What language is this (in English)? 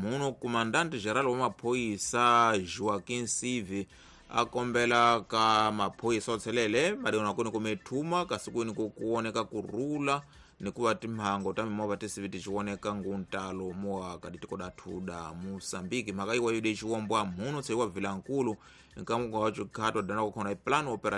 Tsonga